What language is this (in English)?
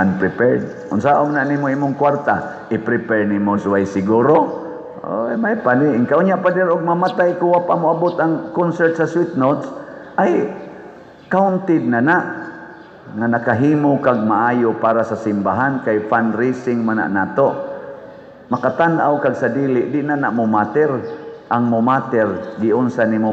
Cebuano